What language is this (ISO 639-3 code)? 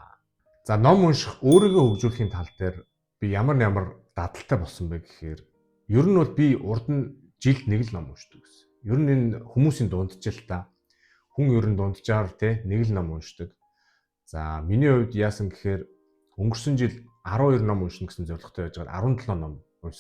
mon